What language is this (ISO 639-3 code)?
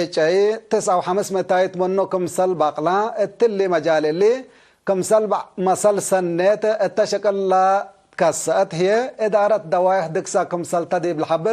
tig